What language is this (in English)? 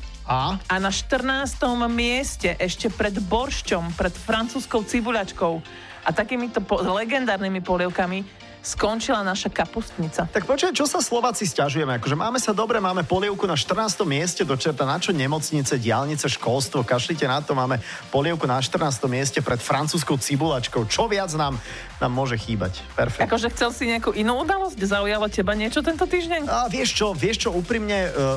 Slovak